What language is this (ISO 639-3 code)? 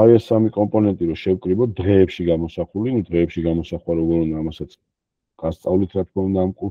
kat